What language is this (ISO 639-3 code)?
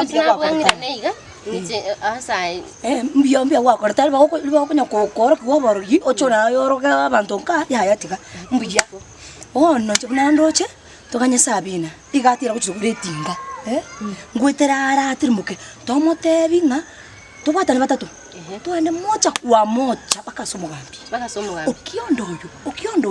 guz